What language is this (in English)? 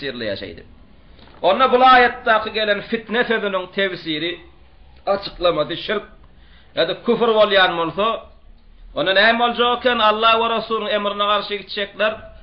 Turkmen